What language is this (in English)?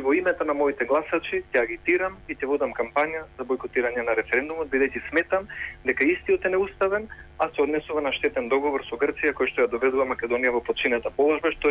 Macedonian